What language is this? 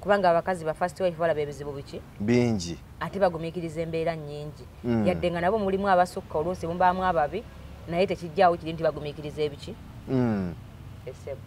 Ganda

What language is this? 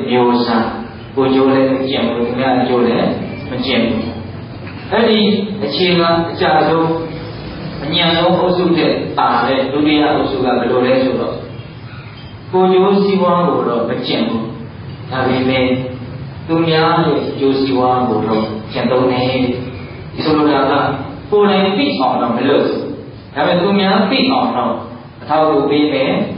Burmese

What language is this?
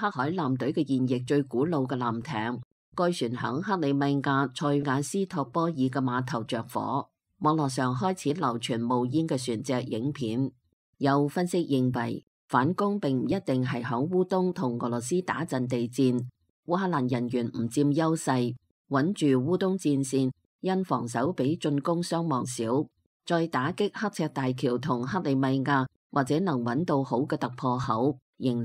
Cantonese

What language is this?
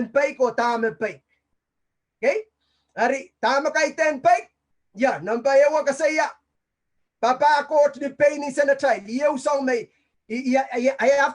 Pohnpeian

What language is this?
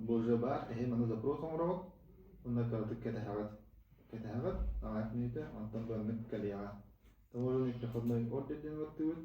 Yakut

